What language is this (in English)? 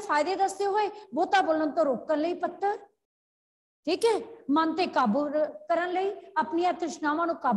Punjabi